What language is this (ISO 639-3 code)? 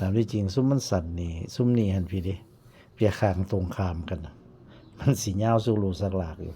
tts